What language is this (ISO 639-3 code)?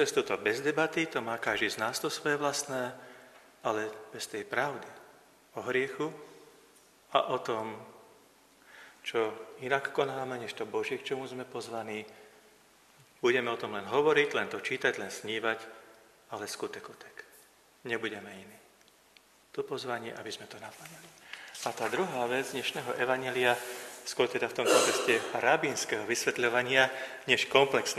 slk